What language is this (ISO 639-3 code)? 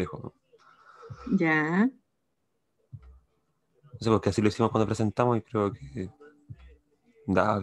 spa